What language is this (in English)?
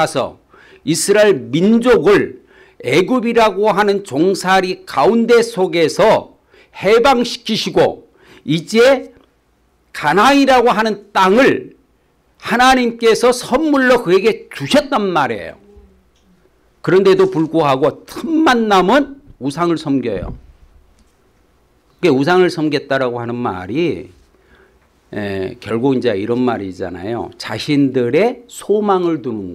Korean